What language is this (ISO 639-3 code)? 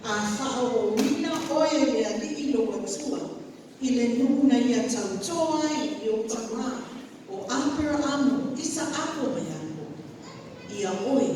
smo